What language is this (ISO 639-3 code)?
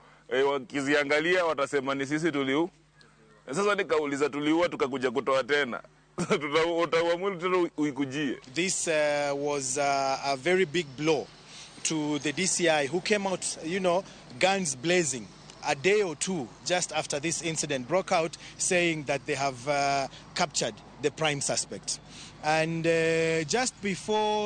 luo